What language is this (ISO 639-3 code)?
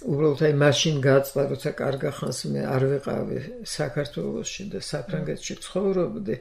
kat